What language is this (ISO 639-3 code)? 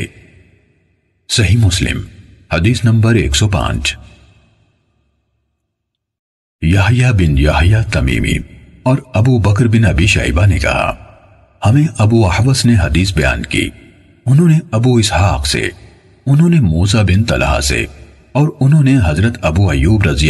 urd